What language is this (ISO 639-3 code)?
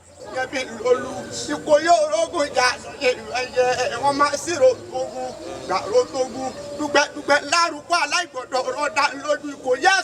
yor